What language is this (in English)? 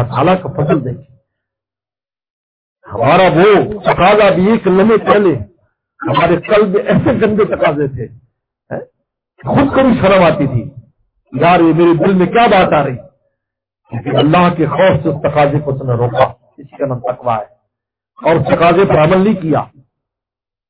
Urdu